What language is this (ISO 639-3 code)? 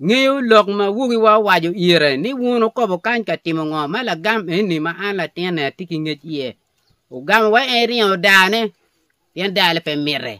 ach